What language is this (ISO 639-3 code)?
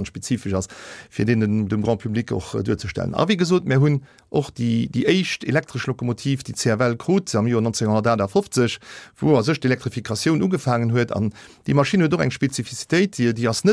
ltz